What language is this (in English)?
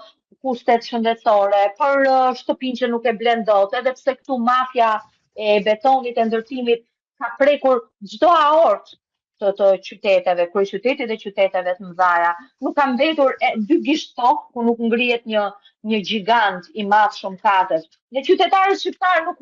Albanian